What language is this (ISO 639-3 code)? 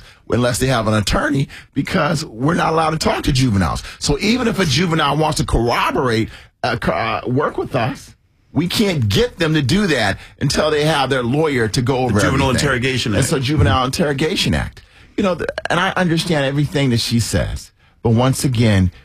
eng